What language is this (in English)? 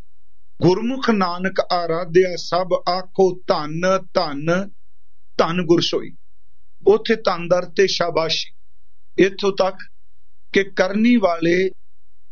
Punjabi